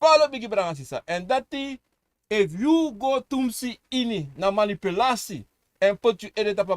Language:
Sranan Tongo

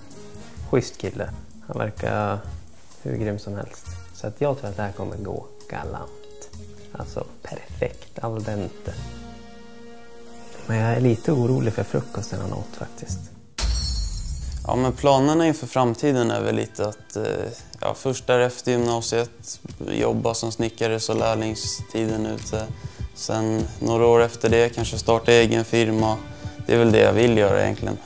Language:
Swedish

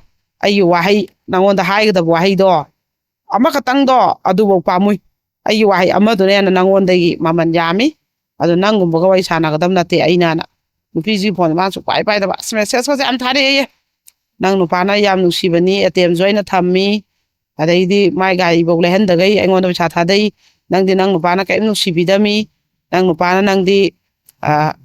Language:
Manipuri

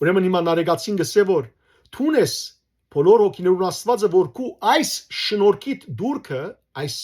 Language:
Western Armenian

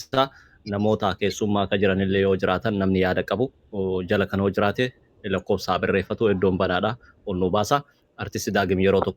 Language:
Oromo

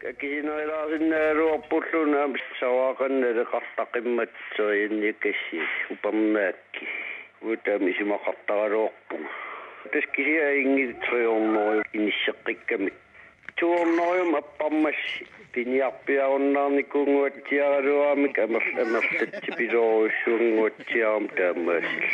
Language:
Kalaallisut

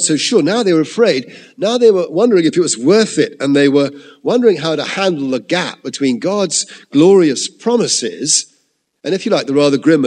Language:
English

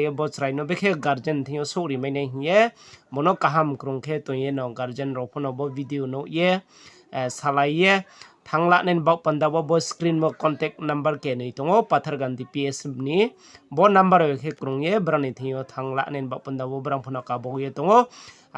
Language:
Riang (India)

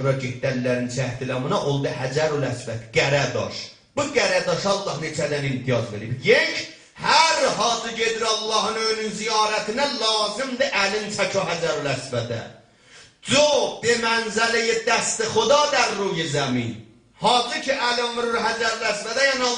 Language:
South Azerbaijani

